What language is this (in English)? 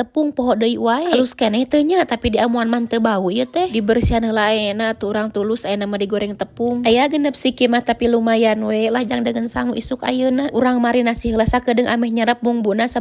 Sundanese